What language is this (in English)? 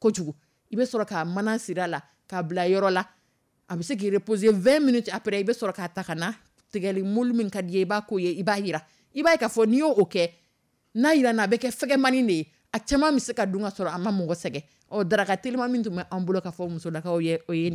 Dyula